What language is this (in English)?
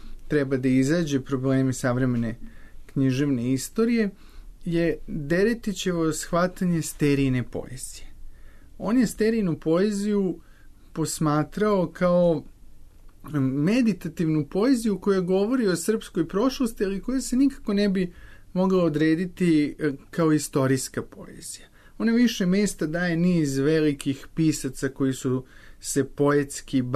Serbian